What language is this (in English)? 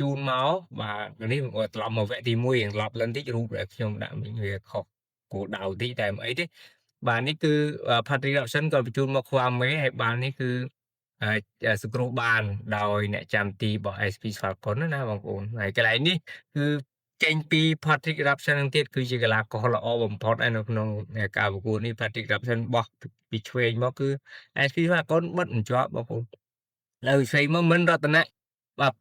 Khmer